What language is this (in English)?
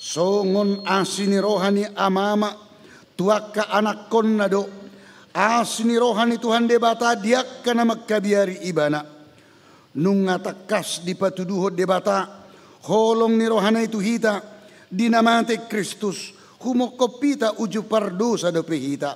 Batak Toba